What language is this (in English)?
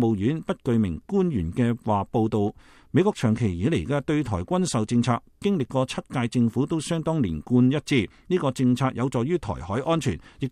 Cantonese